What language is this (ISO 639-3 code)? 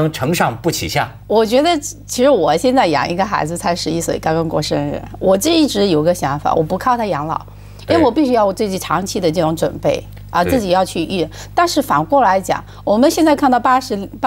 zho